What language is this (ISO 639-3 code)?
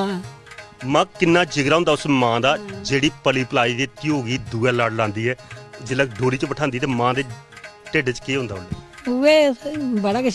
doi